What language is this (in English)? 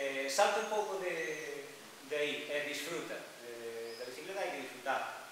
Galician